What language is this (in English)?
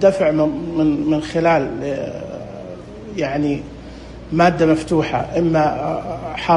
Najdi Arabic